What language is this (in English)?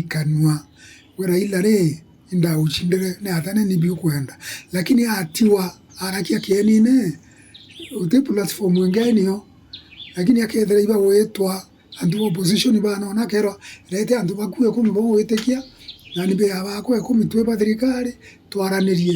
Meru